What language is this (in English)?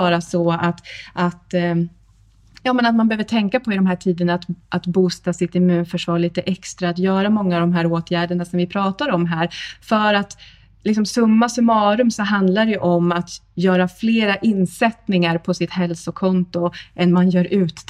Swedish